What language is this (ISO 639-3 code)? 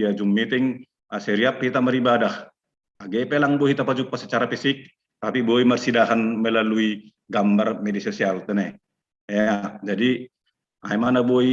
bts